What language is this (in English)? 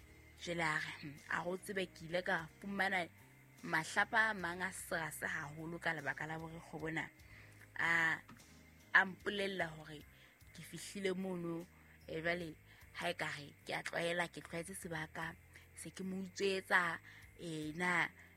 Southern Sotho